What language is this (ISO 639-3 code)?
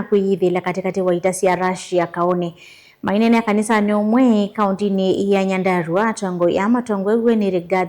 kam